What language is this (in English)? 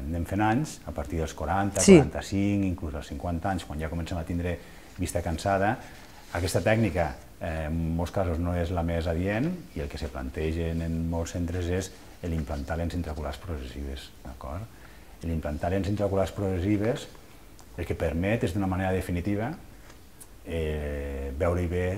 Catalan